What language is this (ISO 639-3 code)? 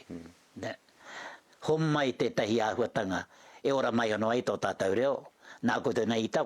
mri